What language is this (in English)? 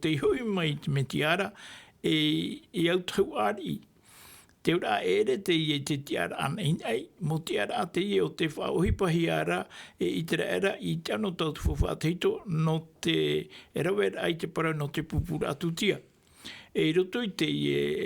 Tahitian